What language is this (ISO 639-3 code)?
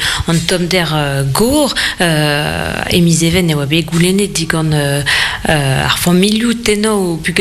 bre